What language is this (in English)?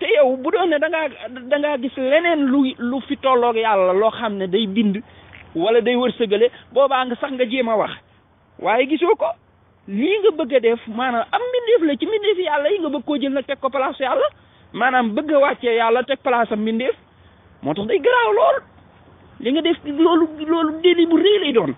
Wolof